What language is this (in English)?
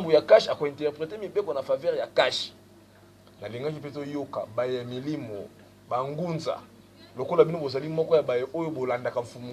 Lingala